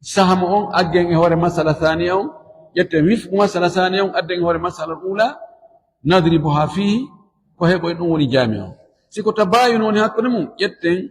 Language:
Fula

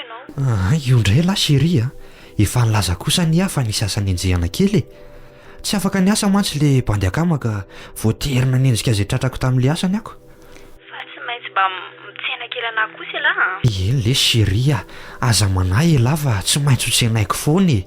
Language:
Malagasy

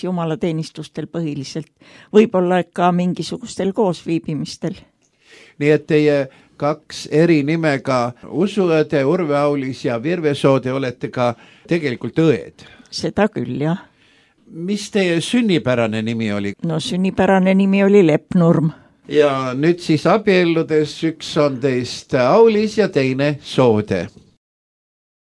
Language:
Estonian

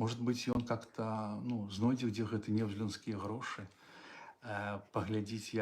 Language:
Belarusian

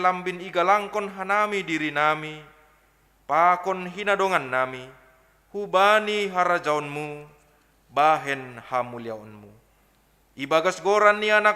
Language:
Batak Simalungun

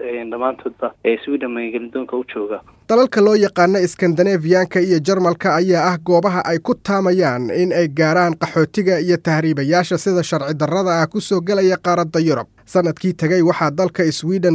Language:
Somali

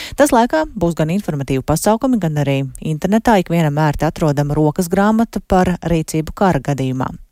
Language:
Latvian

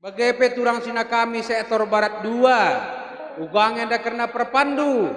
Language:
Batak Karo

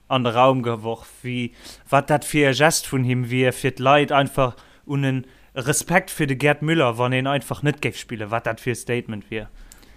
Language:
Luxembourgish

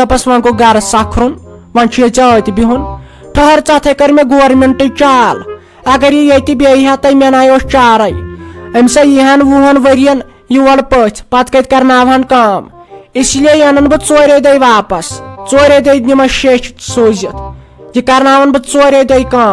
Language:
Kashmiri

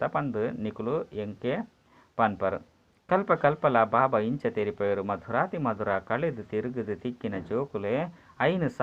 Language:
Tulu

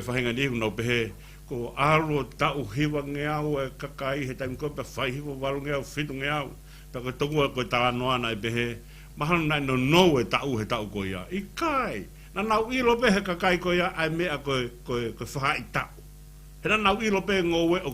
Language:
Tongan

